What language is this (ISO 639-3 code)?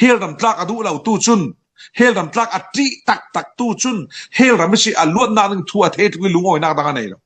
cfm